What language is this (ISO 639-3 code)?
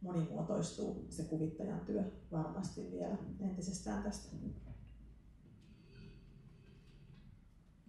fin